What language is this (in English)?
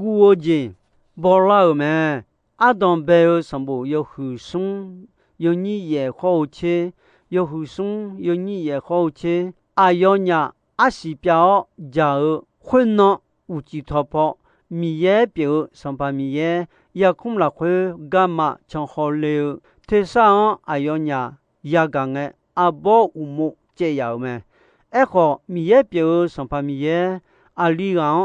Akha